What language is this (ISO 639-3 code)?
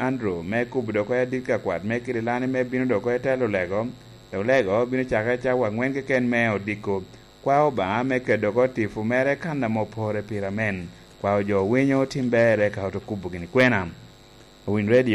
laj